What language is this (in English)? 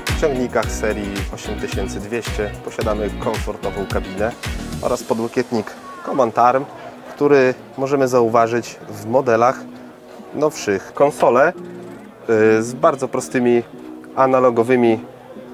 Polish